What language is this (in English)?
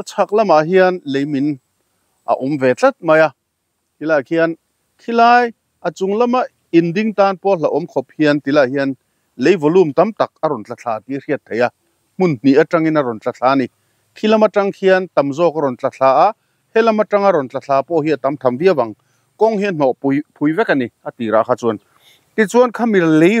Mizo